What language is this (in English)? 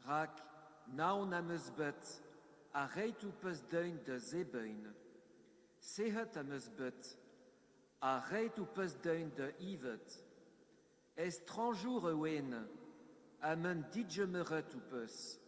Breton